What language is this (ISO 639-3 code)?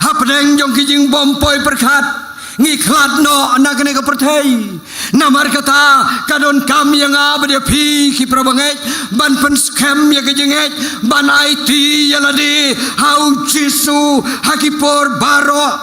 kha